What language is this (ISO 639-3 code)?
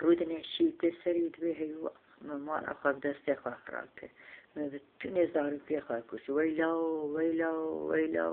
kur